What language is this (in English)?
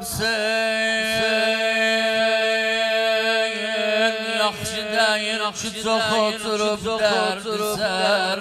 South Azerbaijani